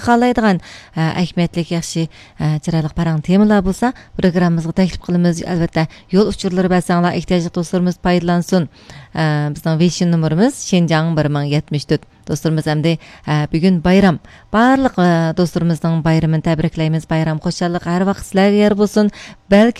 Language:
Uyghur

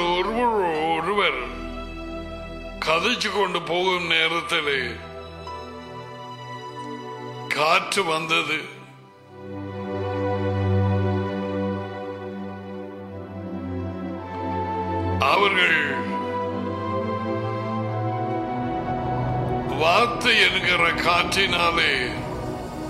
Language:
Tamil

